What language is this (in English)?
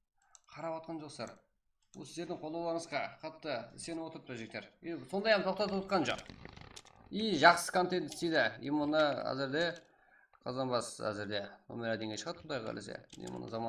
Kara-Kalpak